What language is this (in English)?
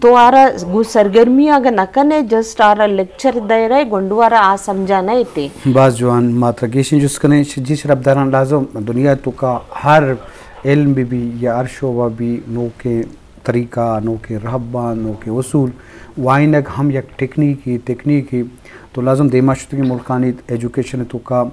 Eastern Balochi